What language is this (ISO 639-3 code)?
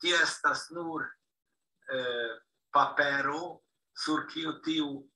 epo